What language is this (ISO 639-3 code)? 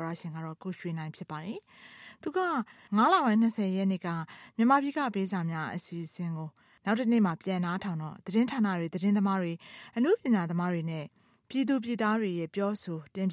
mya